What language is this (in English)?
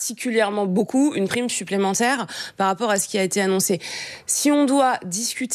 French